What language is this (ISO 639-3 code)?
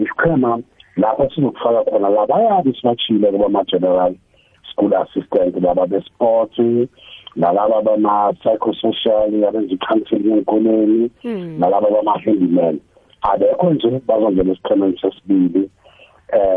nbl